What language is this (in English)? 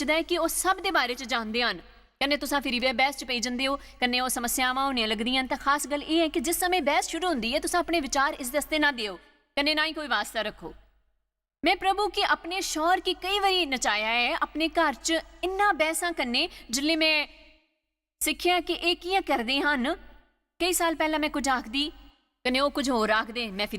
Dogri